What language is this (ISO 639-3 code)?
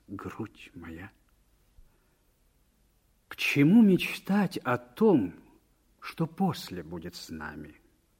rus